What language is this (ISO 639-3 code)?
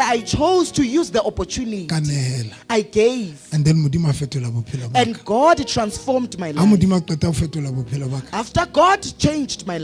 sot